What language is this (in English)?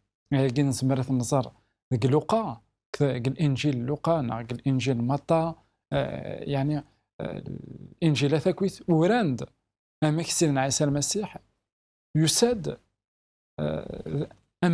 Kabyle